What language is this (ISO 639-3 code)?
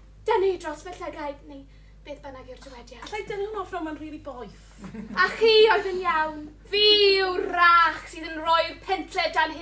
cym